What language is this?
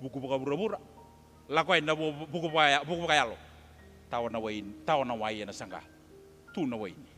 Fijian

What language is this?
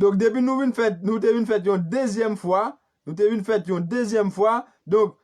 Haitian Creole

